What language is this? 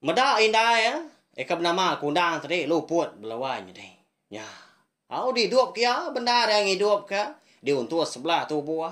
Iban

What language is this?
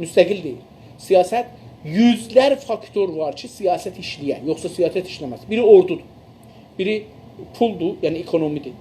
South Azerbaijani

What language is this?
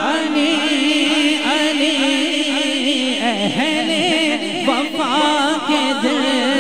Urdu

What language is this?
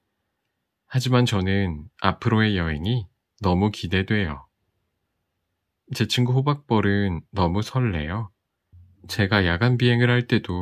Korean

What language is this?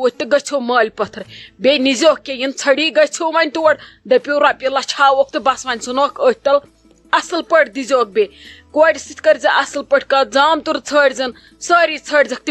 Kashmiri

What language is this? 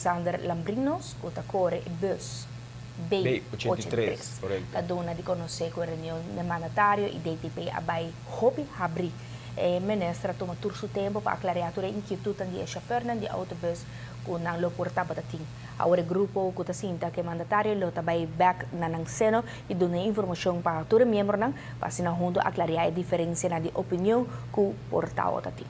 Papiamento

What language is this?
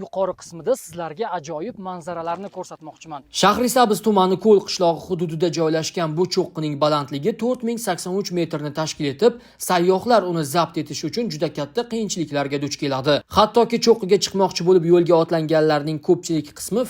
Uzbek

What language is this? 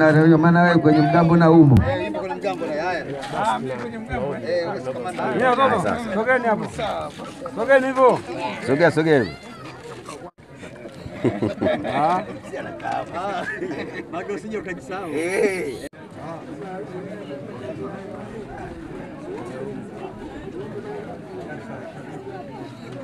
Swahili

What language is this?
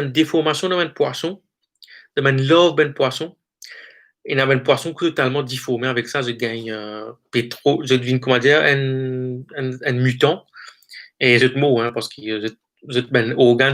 Morisyen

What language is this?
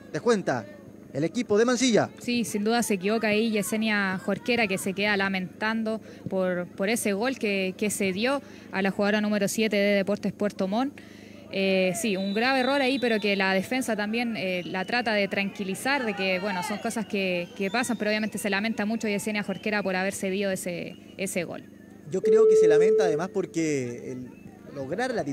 Spanish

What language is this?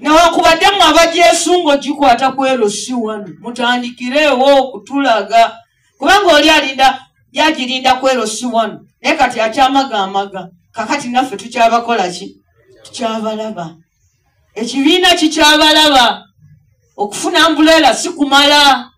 Ganda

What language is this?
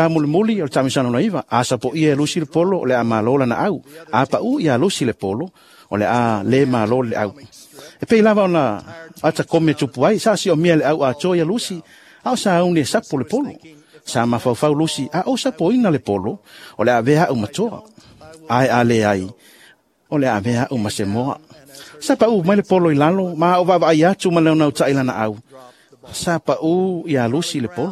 Samoan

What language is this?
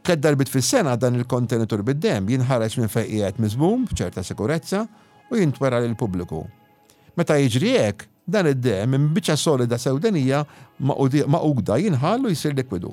Maltese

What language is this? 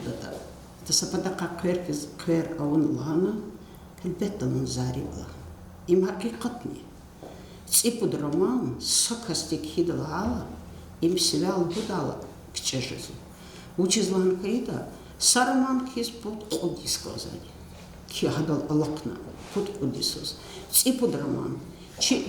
Lezghian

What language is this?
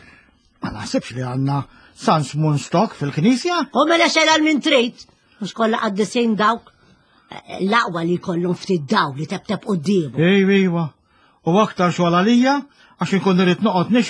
Maltese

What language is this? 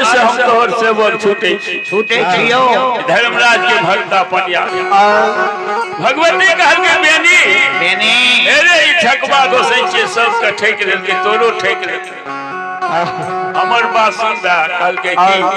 Maithili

